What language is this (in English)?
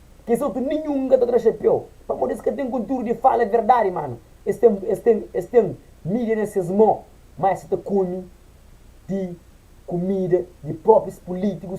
Kabuverdianu